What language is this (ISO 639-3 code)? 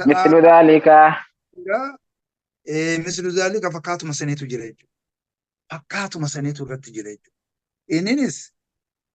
orm